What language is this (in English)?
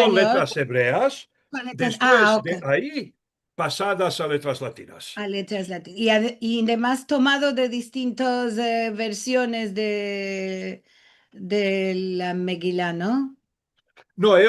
Ladino